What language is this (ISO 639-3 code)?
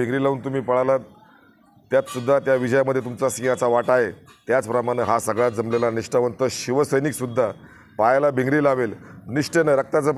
mar